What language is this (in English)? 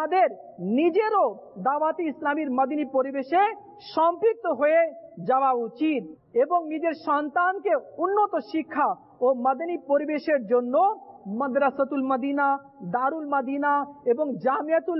Bangla